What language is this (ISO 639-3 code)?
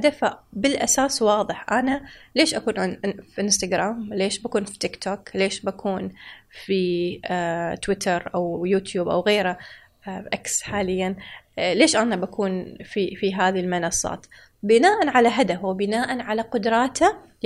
afb